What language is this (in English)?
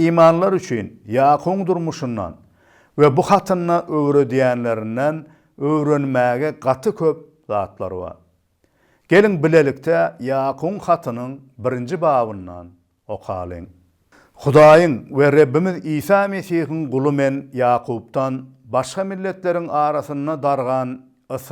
Turkmen